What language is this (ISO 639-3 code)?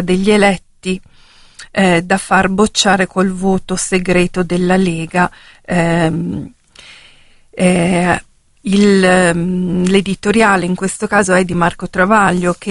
ita